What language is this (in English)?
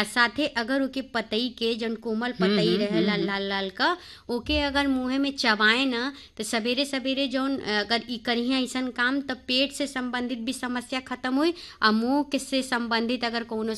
Bhojpuri